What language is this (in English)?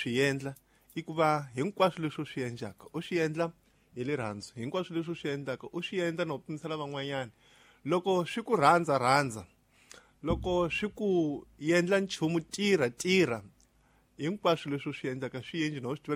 Tsonga